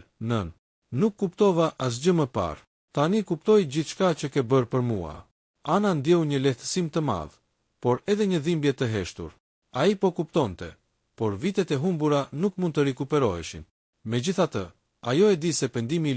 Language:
Albanian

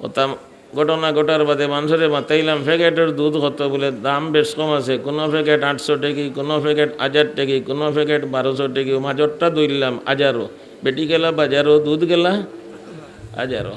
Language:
Sylheti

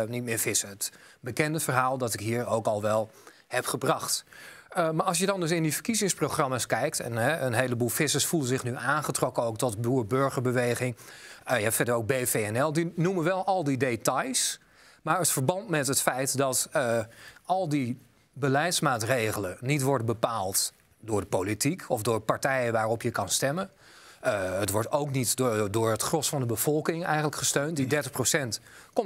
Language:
Dutch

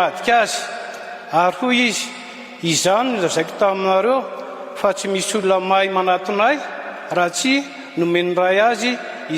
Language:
Malagasy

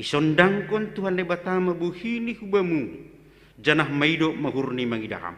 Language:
Batak Simalungun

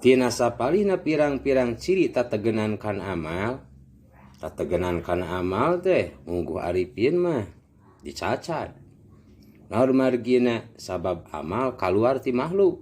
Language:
Sundanese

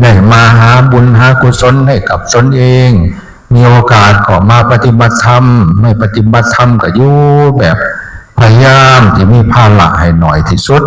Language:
Northeastern Thai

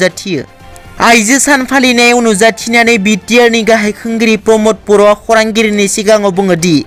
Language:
Bodo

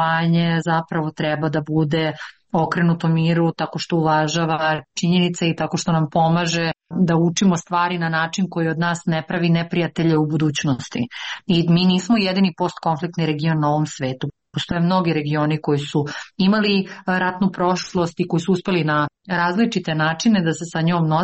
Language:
Serbian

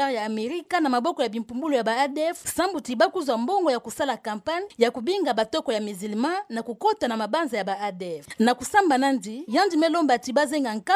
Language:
Kituba (Democratic Republic of Congo)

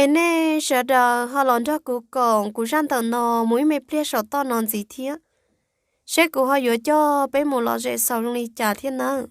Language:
Hmong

